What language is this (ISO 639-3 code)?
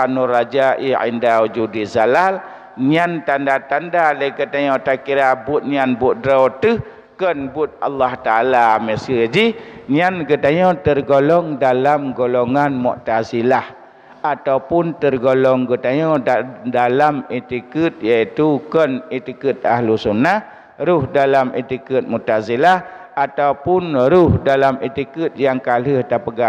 ace